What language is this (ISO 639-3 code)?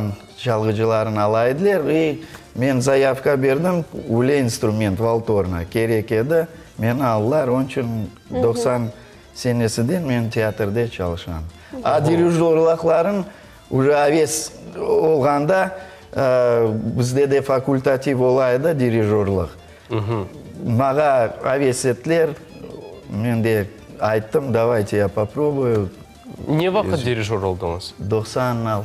crh